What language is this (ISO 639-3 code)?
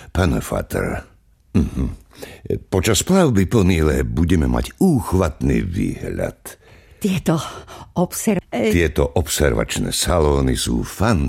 slk